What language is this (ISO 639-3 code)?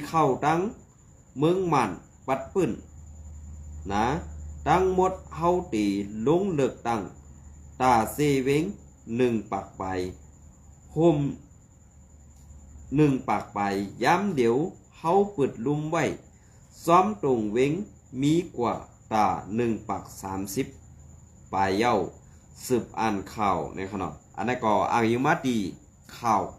shn